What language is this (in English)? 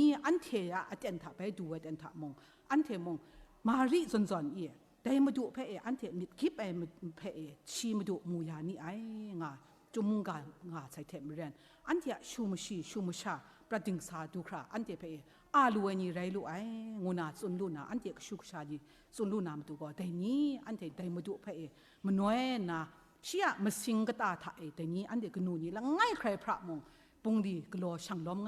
Kachin